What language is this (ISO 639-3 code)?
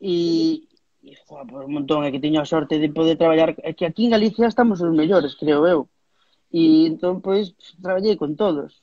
glg